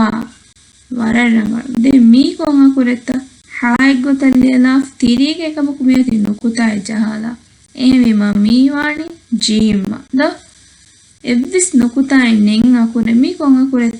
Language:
Divehi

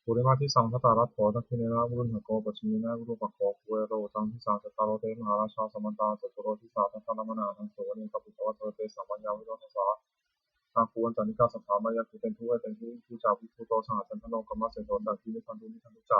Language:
Pali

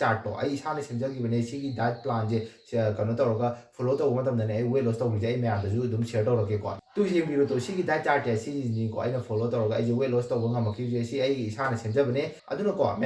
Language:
Manipuri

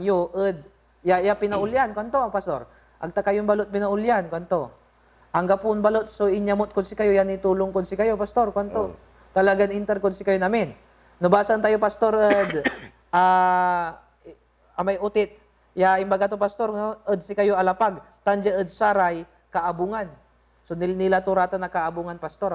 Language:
Pangasinan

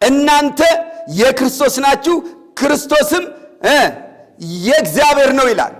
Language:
Amharic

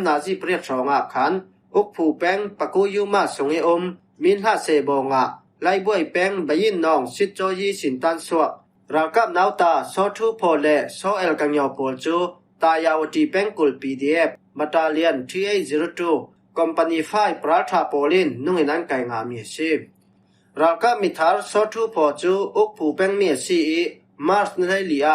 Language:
Falam Chin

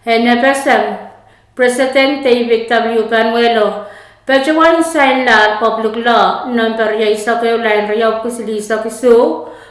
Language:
Pohnpeian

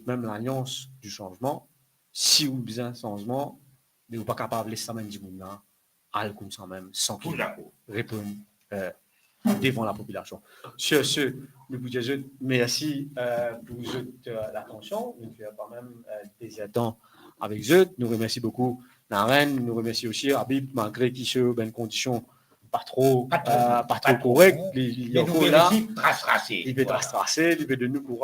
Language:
Morisyen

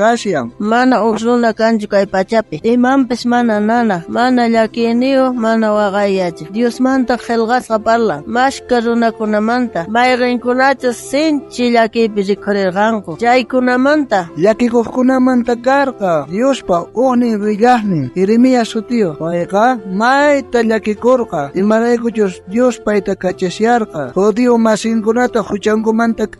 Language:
South Bolivian Quechua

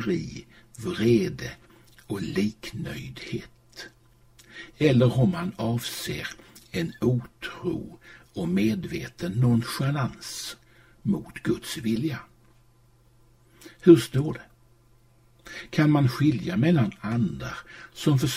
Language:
Swedish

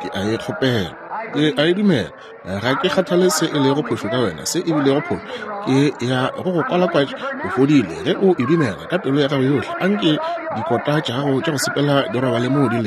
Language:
Northern Sotho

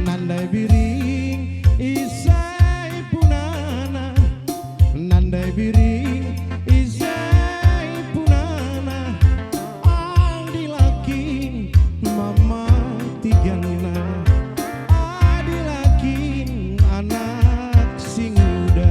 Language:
Batak Karo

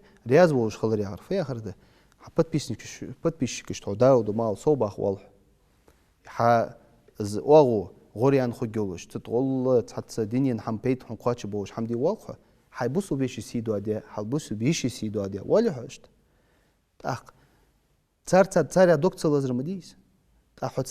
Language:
Ingush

